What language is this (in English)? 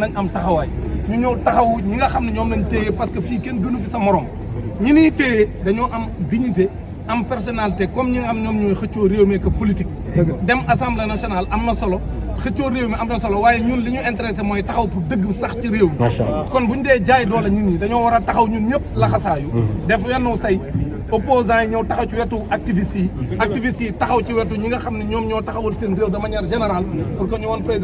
Wolof